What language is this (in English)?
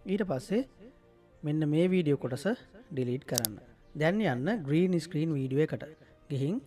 Sinhala